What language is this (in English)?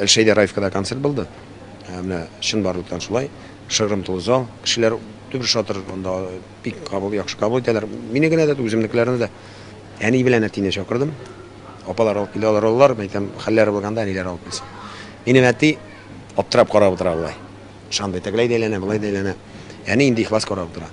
Tatar